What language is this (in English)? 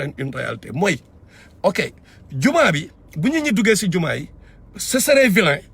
Wolof